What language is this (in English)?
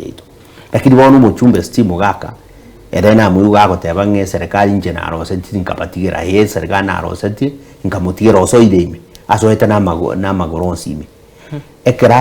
Gusii